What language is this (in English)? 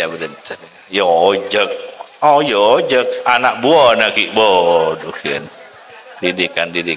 Madurese